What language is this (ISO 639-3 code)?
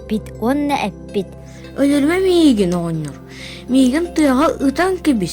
sah